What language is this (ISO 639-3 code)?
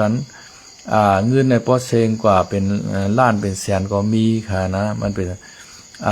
lao